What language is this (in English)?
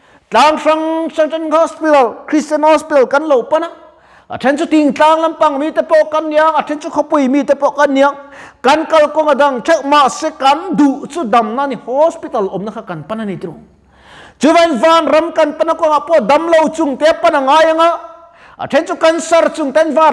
Mizo